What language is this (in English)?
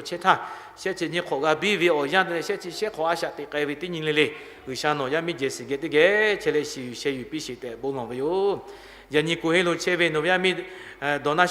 Lahu